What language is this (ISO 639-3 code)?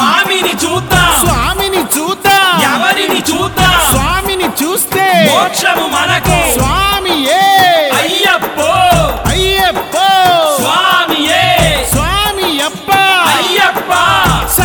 tel